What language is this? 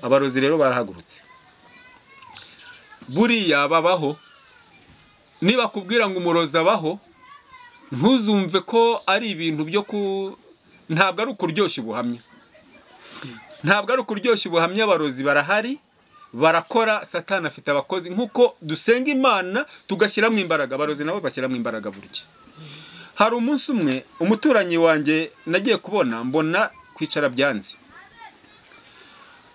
Kinyarwanda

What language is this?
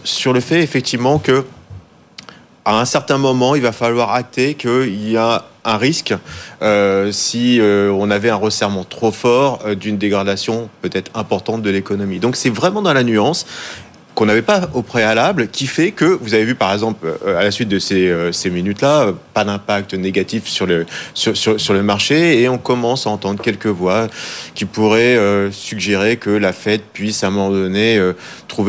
French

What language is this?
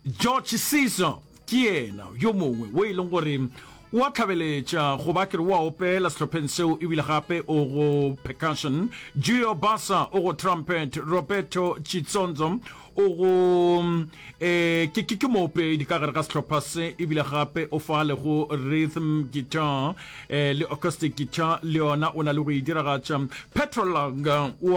Northern Sotho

